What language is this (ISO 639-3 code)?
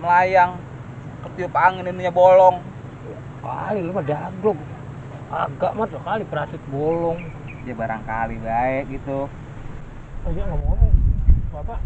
bew